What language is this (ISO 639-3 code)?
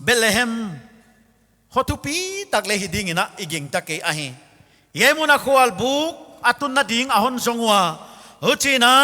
pck